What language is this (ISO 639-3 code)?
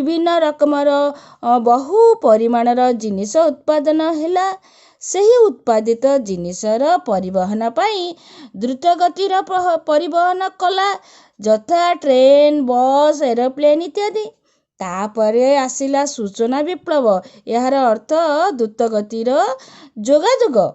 ori